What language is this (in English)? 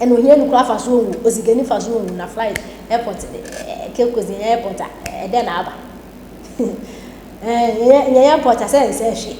Akan